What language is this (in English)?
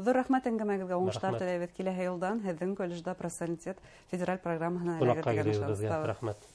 Bashkir